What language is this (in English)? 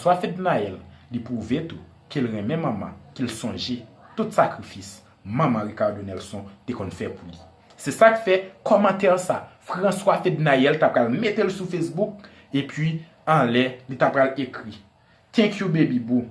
Haitian Creole